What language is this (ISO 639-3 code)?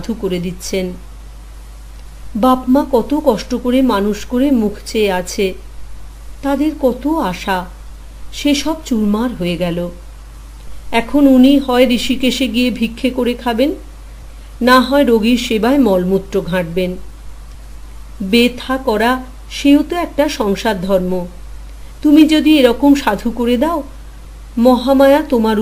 ben